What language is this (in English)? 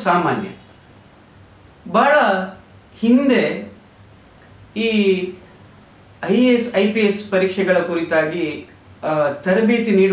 Kannada